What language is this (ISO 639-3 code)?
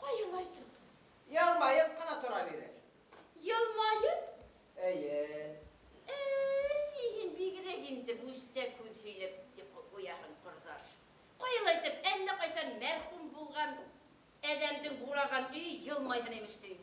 bak